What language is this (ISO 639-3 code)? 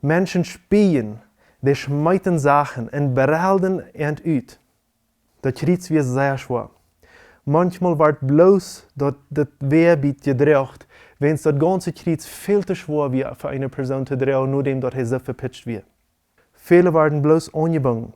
pdt